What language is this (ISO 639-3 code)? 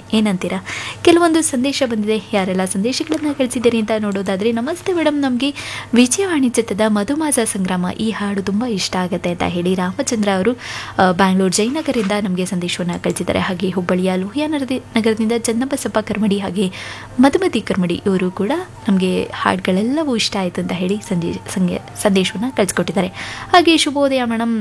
kan